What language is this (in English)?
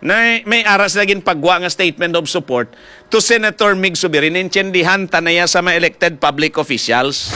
Hiligaynon